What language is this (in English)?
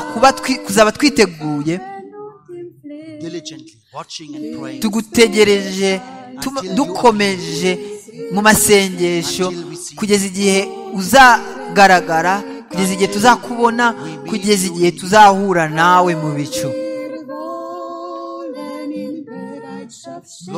Kinyarwanda